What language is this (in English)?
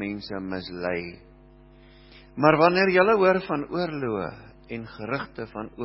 Afrikaans